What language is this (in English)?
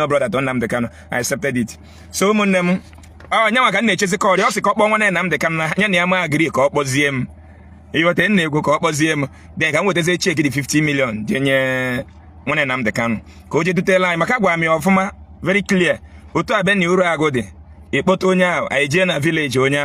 Igbo